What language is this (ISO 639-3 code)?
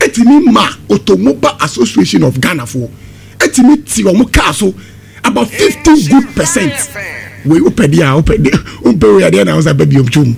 aka